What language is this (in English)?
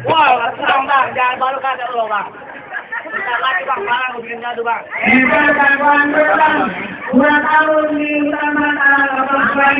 Betawi